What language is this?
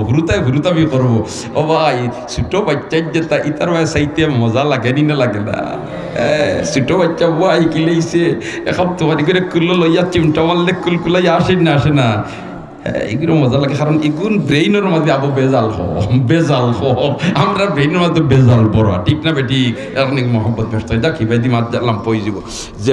Sylheti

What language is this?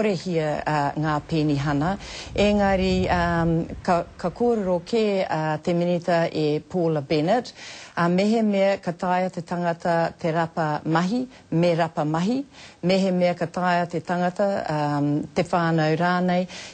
Māori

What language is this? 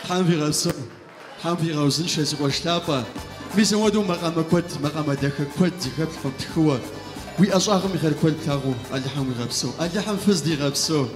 Kabardian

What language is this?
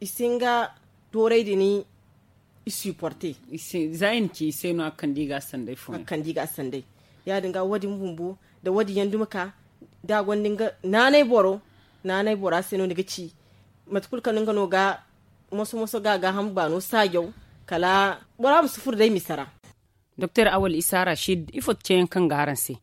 Zarma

